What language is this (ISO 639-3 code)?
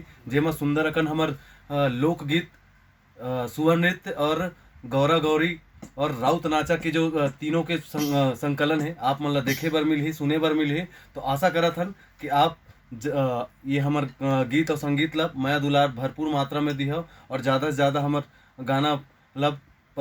hne